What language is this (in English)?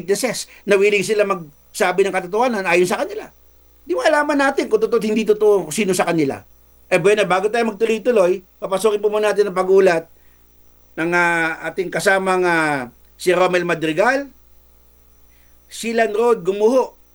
Filipino